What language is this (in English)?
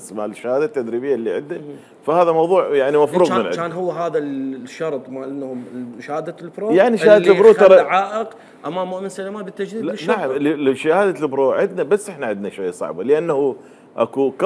Mesopotamian Arabic